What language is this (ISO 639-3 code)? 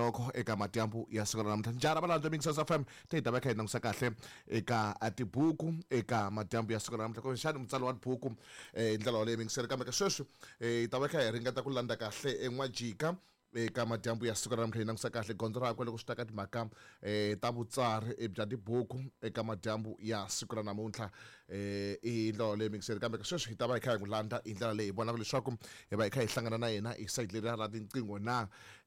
tso